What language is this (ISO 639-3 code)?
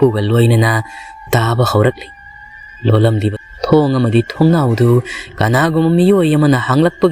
mni